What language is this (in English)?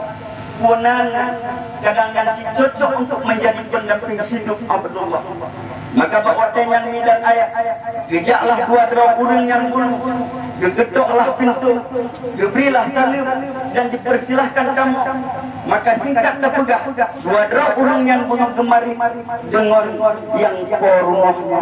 Achinese